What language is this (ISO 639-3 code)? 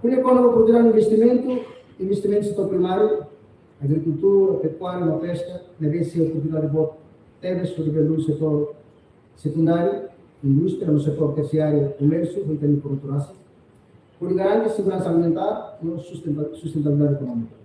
tet